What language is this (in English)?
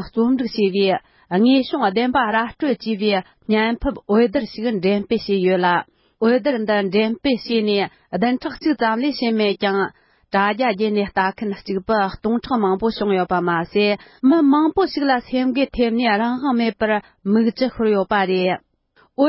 Tibetan